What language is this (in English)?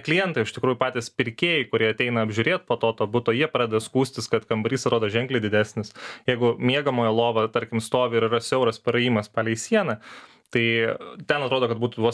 Lithuanian